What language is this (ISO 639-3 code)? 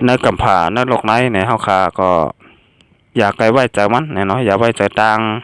shn